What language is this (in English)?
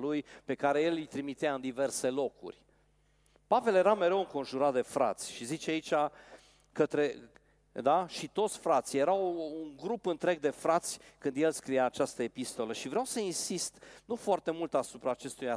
Romanian